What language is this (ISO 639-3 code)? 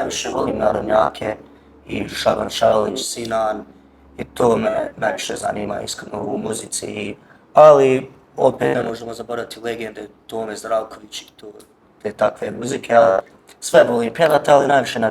bos